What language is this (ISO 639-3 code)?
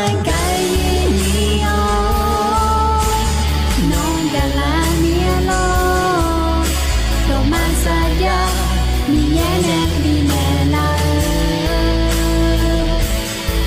ahk